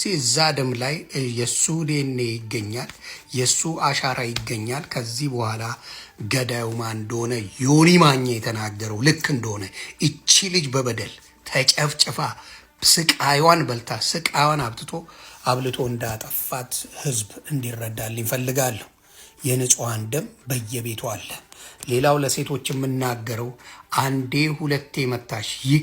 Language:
Amharic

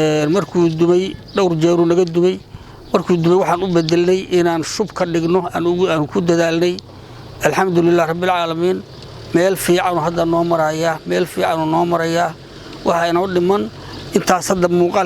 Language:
Somali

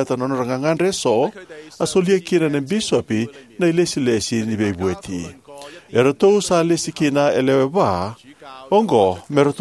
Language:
Fijian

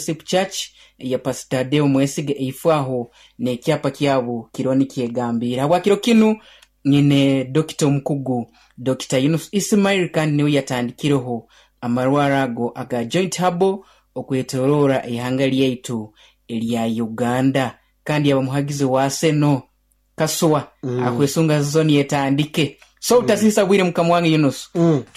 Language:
Nyoro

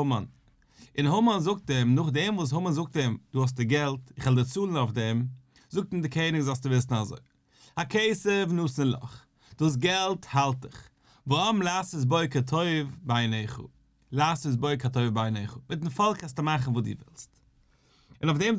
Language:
Yiddish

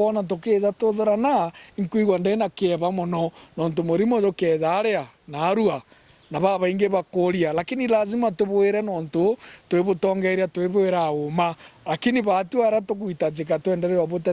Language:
Meru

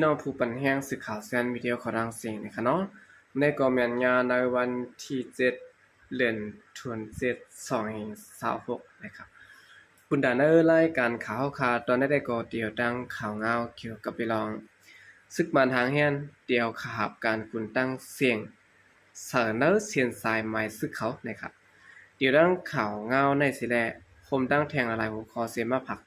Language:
Shan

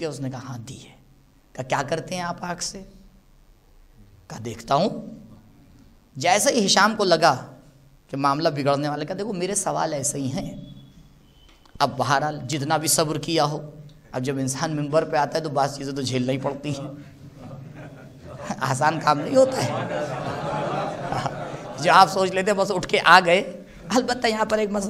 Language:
Urdu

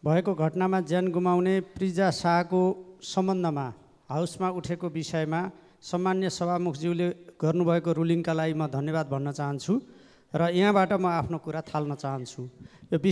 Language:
Nepali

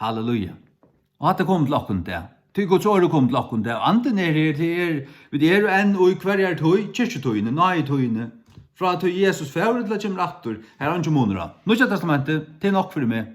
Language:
Faroese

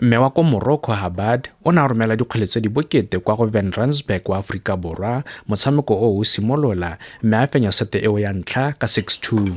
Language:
Tswana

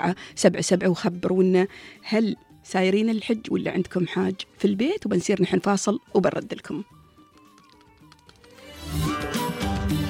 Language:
Gulf Arabic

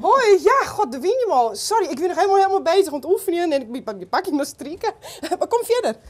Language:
Western Frisian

